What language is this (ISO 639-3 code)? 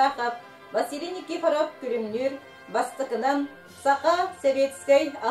sah